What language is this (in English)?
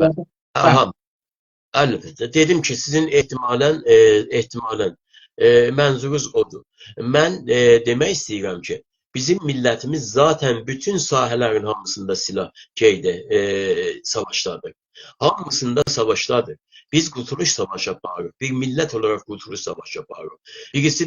South Azerbaijani